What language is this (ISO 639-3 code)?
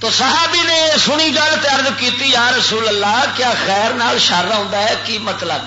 lah